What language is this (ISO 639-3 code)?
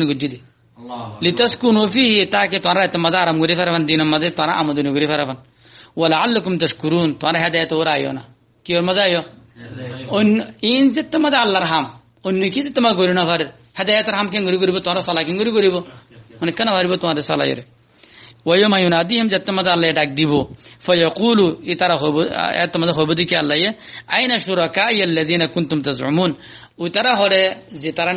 rhg